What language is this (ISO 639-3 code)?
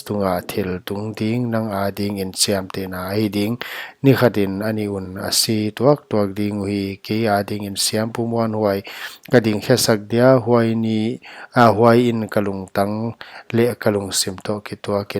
pck